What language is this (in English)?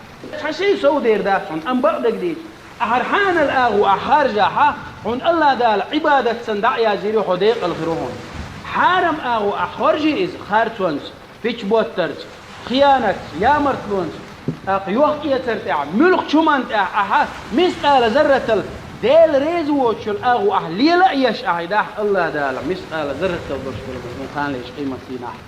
Chechen